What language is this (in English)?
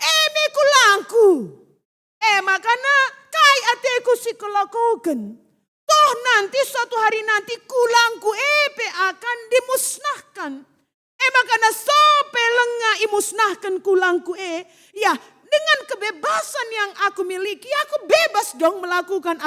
Batak Karo